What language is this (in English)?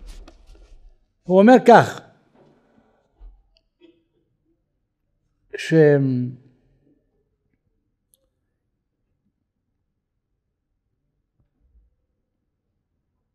Hebrew